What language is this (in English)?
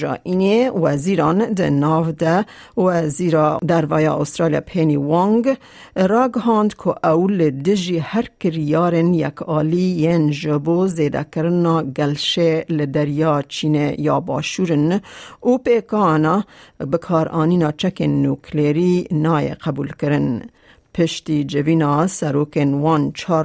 Kurdish